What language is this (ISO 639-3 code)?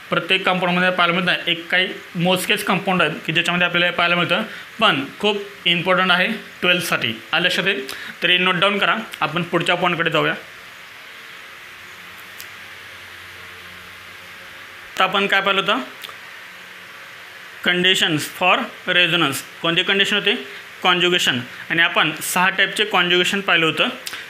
mar